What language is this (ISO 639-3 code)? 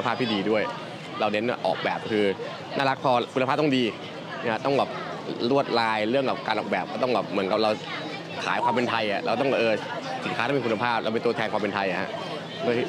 tha